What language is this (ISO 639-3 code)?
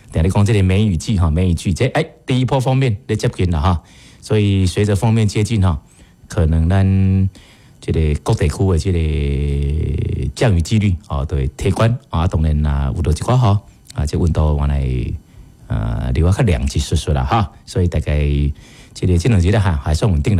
nan